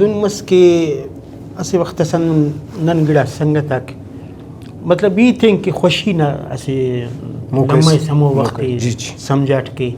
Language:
Brahui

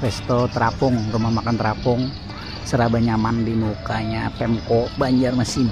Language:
Banjar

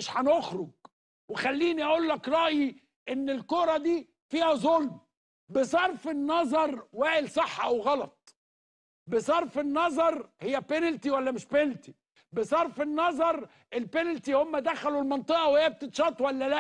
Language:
Egyptian Arabic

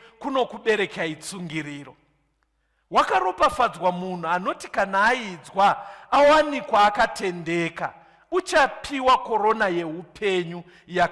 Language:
Shona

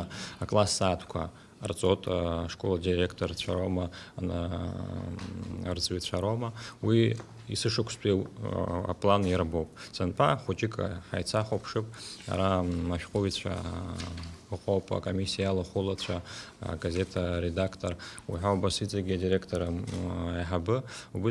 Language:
Abkhazian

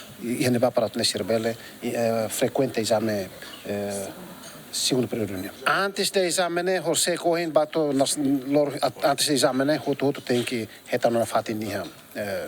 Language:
Tetum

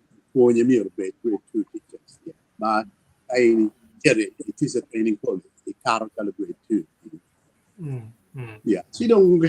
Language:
Acoli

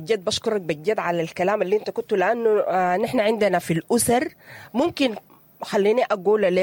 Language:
Sudanese Arabic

